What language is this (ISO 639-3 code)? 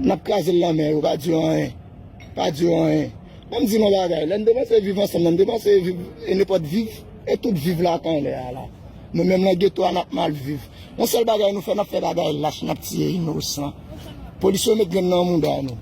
hat